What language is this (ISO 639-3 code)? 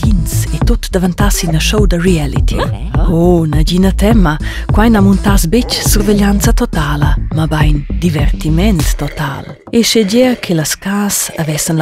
roh